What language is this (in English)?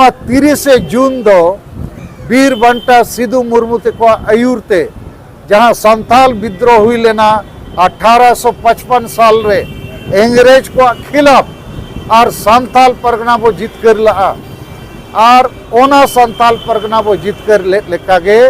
Santali